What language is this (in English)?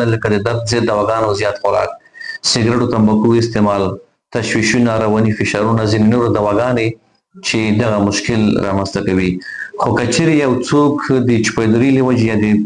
Pashto